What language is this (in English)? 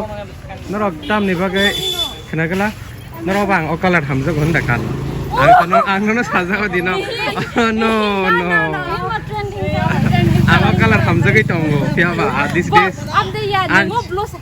Kok Borok